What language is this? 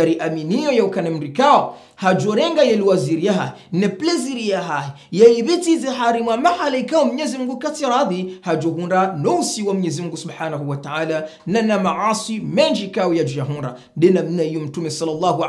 Swahili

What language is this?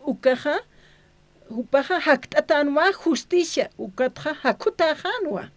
Aymara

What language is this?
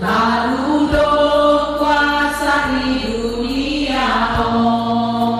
Batak Simalungun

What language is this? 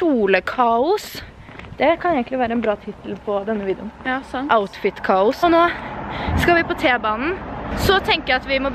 Norwegian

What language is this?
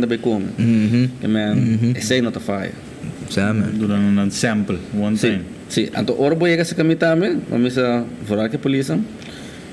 Papiamento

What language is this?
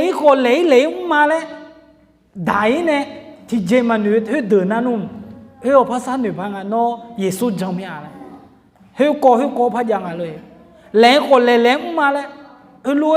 Akha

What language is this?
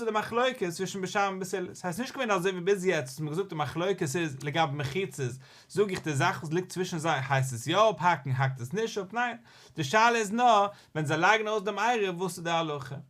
Yiddish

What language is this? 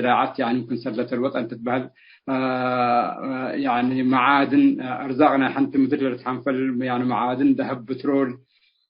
Tigre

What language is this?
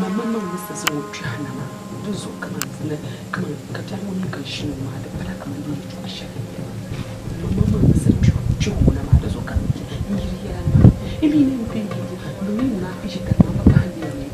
Dagbani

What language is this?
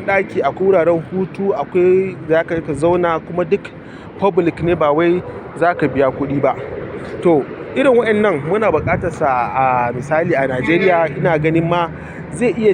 Hausa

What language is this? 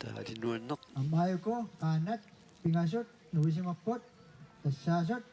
Kalaallisut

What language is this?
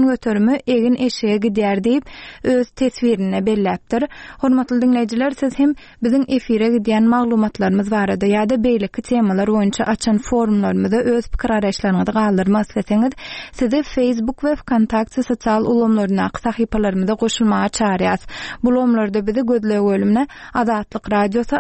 Turkmen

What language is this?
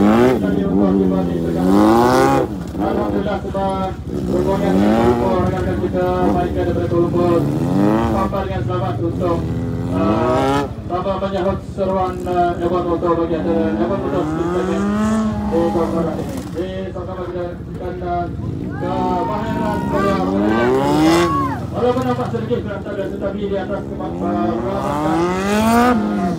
Malay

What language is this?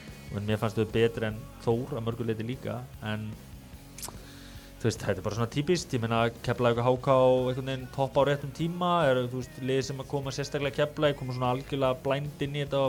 Icelandic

